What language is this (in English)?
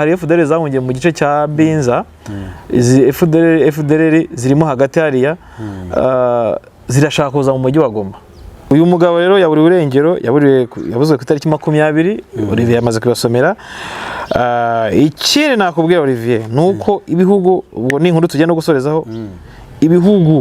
Kinyarwanda